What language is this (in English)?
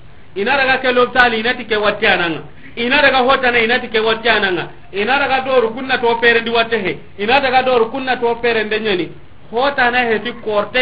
Soninke